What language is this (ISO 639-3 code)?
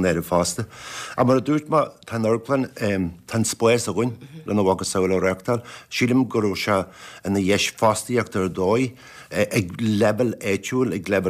gle